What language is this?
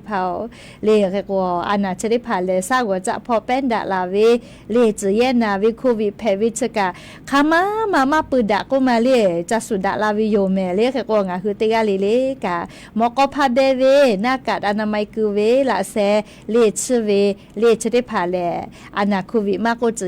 Lahu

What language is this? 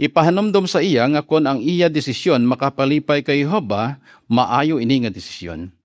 Hiligaynon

